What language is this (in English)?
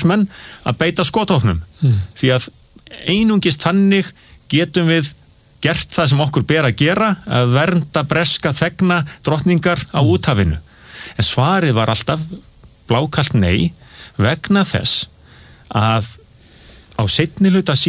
Icelandic